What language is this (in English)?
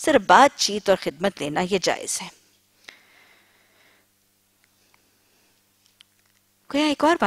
Urdu